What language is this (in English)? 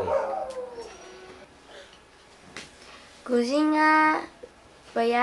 Chinese